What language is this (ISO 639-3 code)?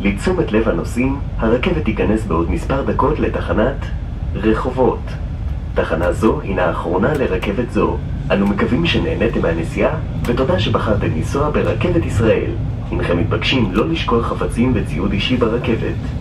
heb